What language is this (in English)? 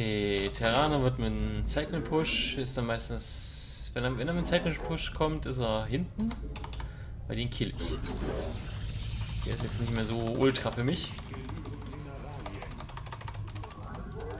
German